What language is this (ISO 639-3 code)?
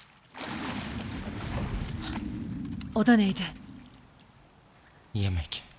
tur